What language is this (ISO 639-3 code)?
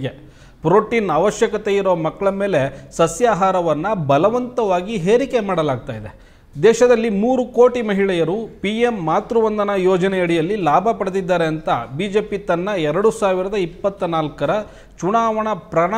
kan